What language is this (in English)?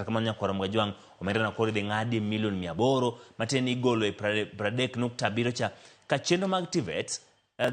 Luo (Kenya and Tanzania)